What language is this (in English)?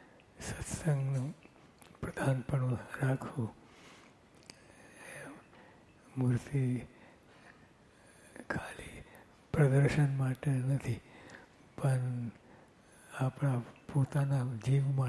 Gujarati